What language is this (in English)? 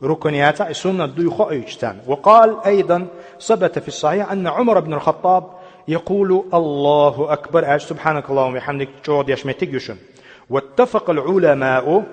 Chechen